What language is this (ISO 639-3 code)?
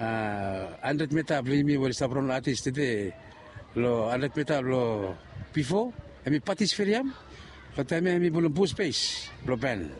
bis